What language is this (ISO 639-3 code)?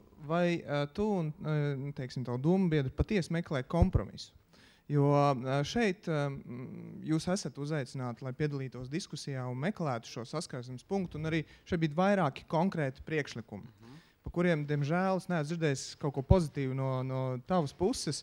lav